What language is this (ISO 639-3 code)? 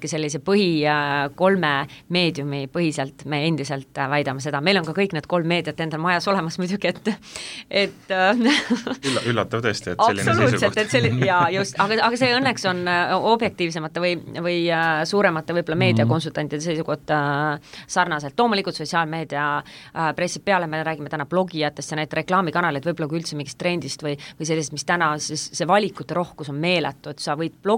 est